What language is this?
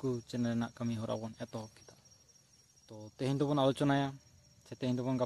Santali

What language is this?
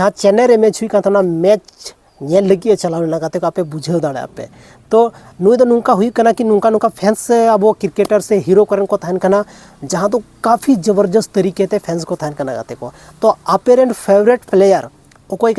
Santali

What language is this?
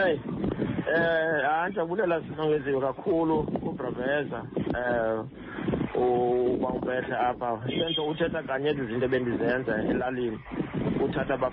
Xhosa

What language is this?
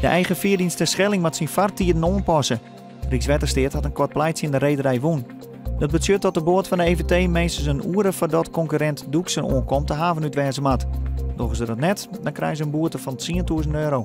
Western Frisian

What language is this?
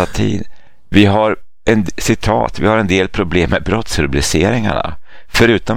Swedish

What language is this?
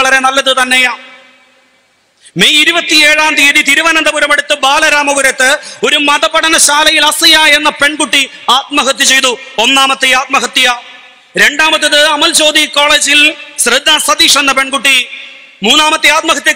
Malayalam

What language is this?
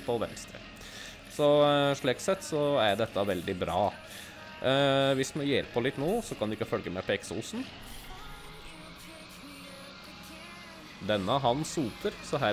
Norwegian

